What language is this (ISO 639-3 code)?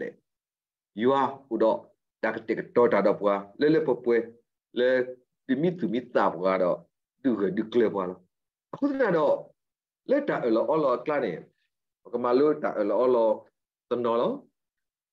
ksw